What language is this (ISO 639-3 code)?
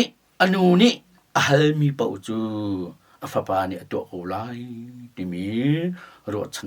cnh